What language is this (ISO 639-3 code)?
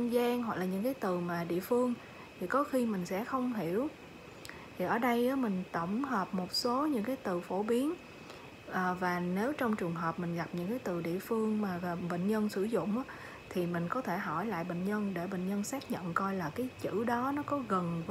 vie